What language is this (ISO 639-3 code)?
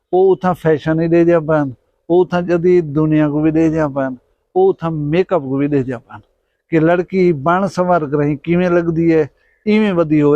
skr